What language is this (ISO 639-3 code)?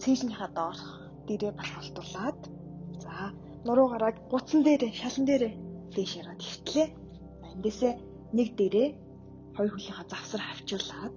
mon